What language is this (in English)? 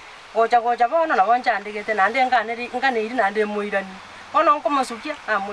Gusii